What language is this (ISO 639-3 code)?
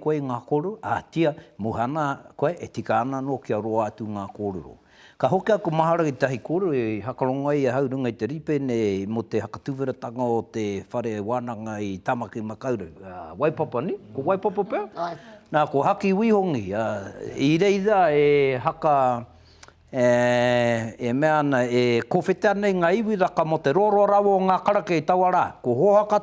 mri